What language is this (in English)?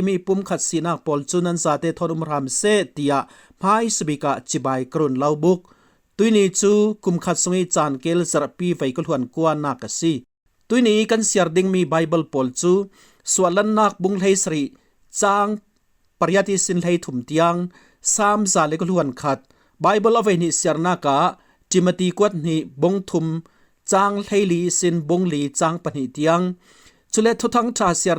Falam Chin